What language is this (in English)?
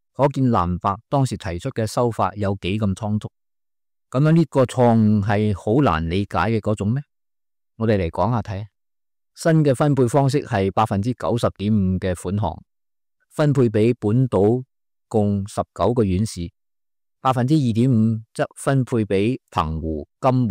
Cantonese